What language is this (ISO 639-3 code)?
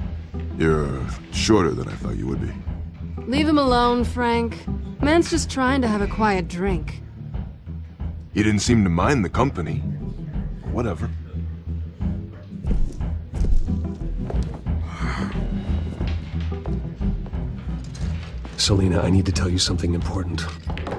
eng